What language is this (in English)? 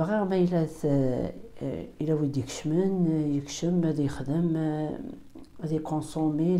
Kabyle